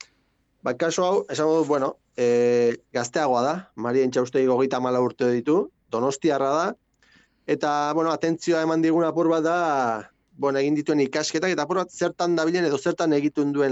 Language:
Basque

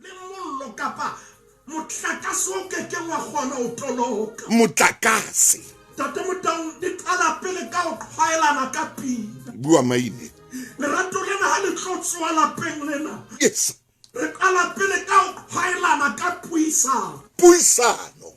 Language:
Southern Sotho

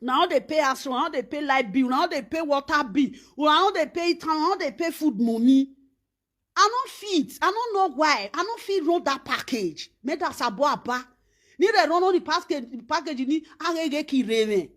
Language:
Nigerian Pidgin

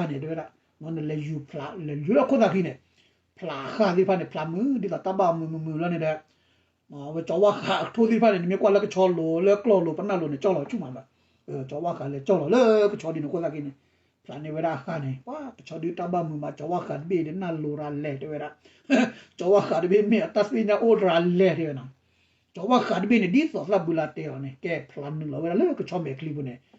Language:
S'gaw Karen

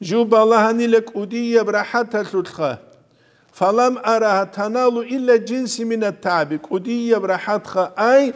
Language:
Avaric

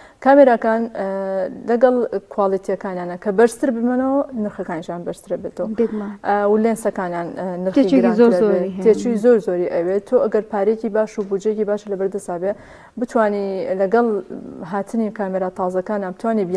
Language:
Central Kurdish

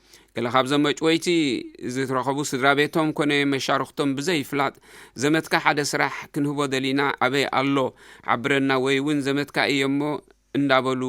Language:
Tigrinya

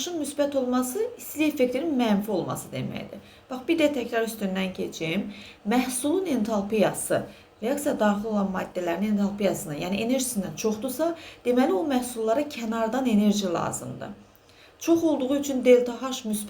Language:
Azerbaijani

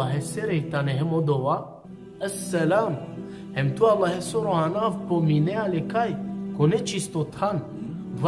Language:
Balkan Romani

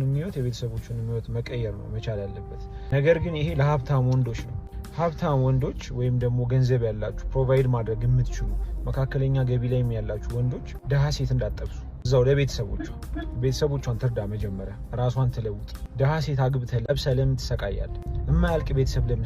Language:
Amharic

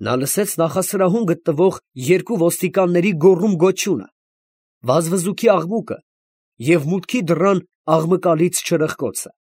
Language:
Armenian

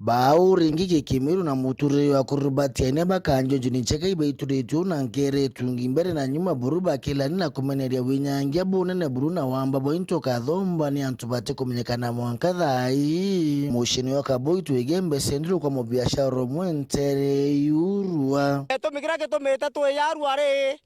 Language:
Meru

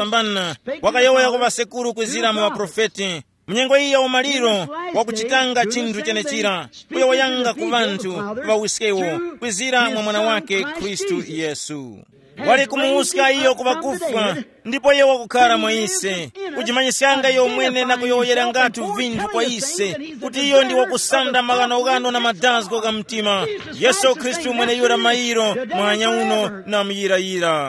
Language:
Tumbuka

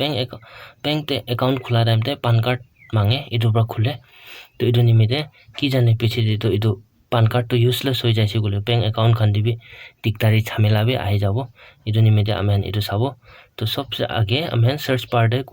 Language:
Naga Pidgin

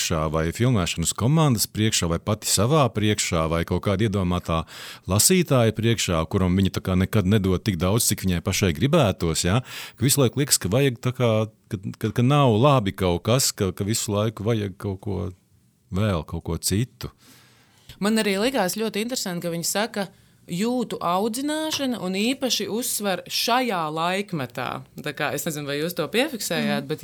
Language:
Latvian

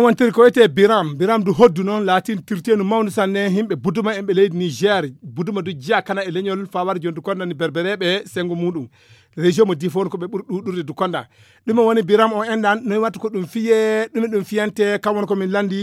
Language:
Fula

